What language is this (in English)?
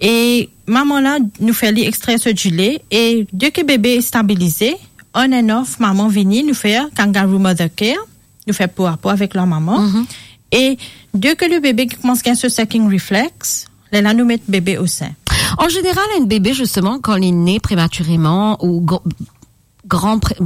Morisyen